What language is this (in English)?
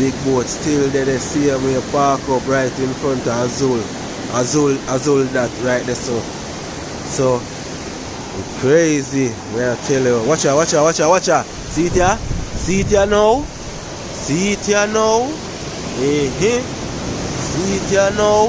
Jamaican Creole English